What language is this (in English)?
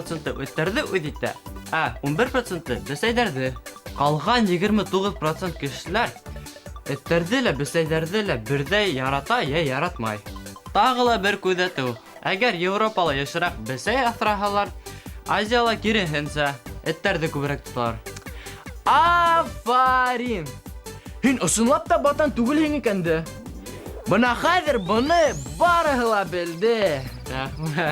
Bashkir